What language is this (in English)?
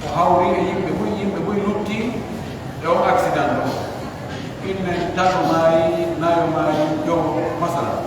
Pular